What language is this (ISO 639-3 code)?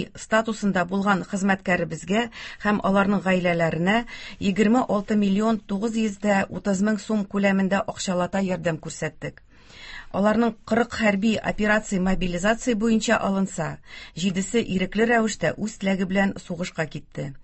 tat